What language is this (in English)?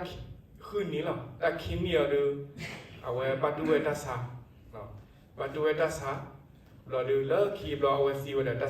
S'gaw Karen